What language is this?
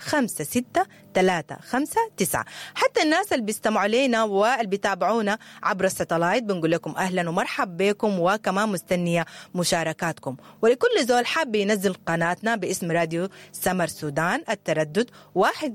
Sudanese Arabic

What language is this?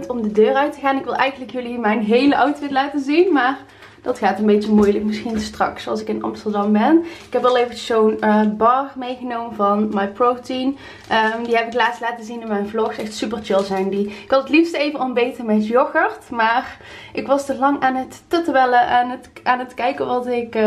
Dutch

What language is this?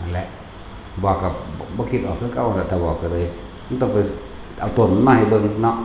Northeastern Thai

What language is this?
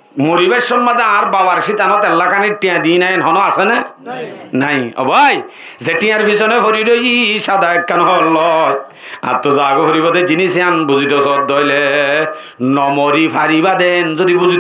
Rohingya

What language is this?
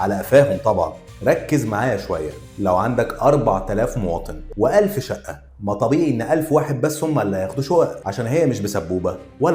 Egyptian Arabic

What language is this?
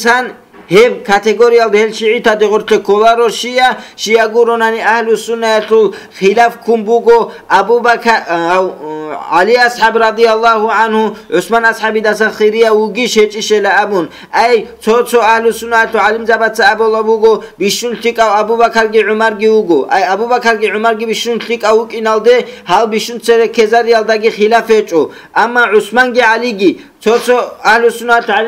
Avaric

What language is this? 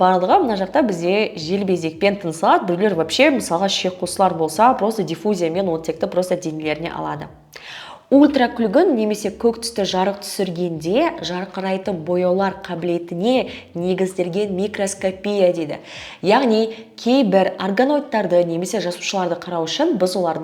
Kazakh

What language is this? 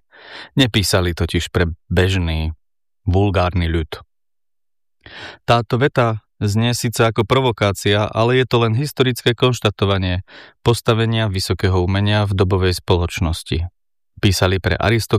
Slovak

